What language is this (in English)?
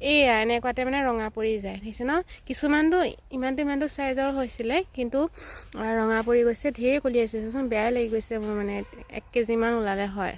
Assamese